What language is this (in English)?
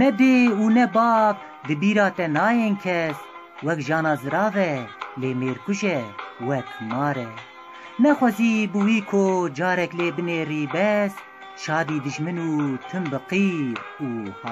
Kurdish